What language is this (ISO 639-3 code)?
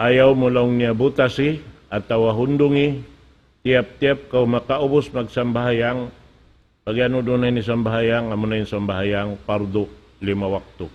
tsg